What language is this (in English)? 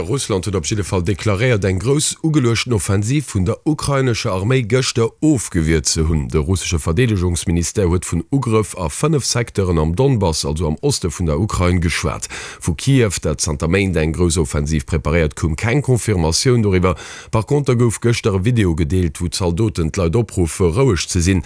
Luxembourgish